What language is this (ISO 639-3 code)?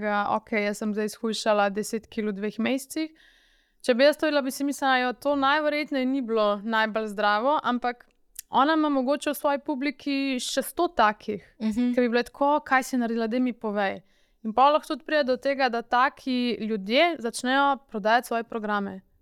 slv